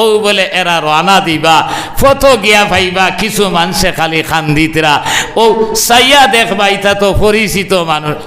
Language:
Sylheti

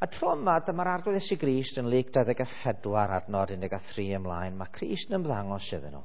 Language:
Welsh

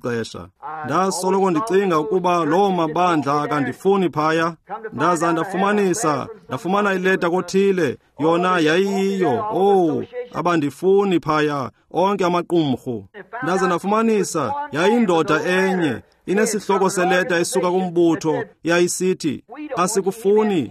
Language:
Xhosa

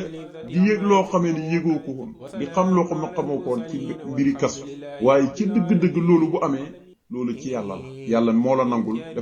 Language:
Wolof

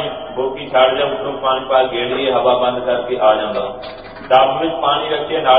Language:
Punjabi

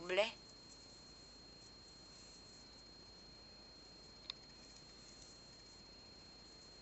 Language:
Romanian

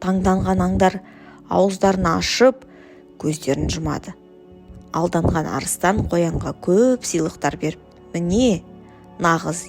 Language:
Kazakh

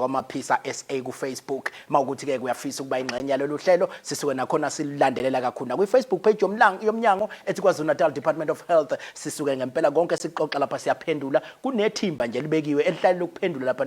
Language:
Zulu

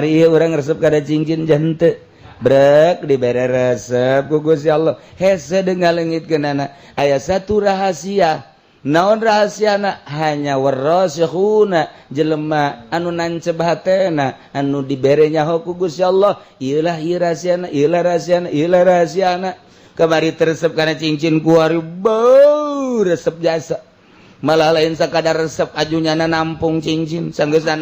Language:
Sundanese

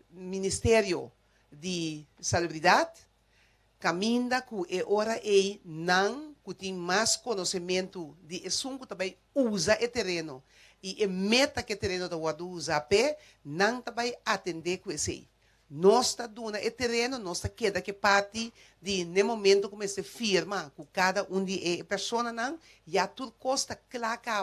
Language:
Papiamento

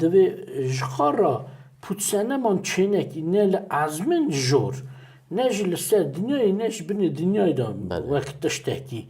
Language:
Kurdish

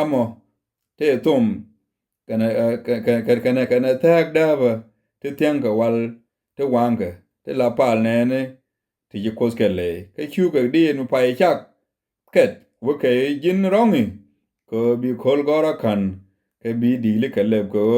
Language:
Nuer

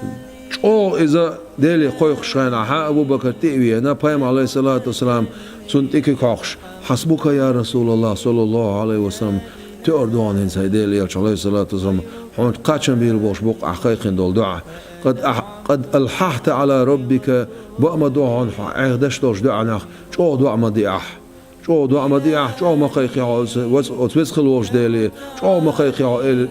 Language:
Chechen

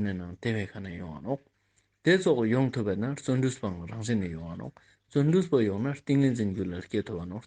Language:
Ladakhi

